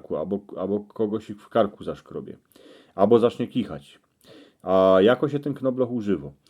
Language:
Silesian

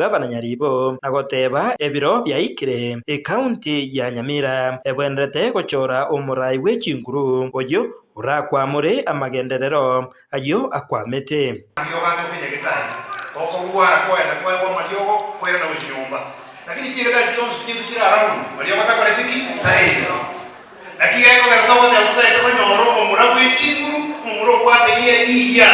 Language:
Gusii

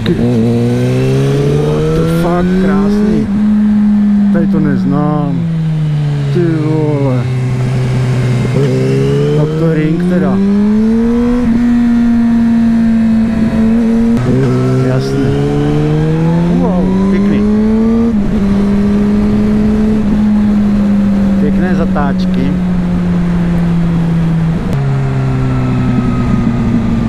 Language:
Czech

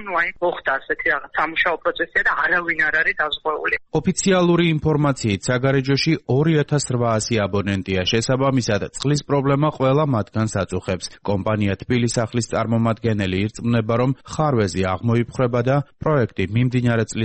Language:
Georgian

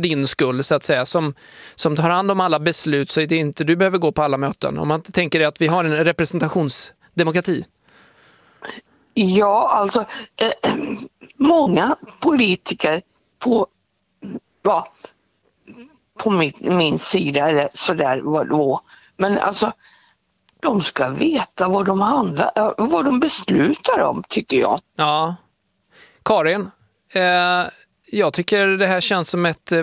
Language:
Swedish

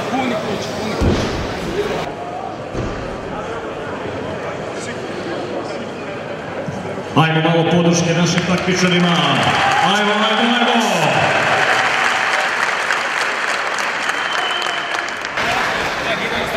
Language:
Serbian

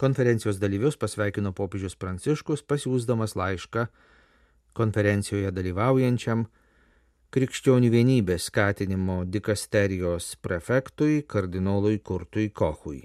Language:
Lithuanian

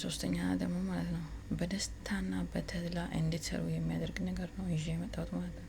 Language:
Amharic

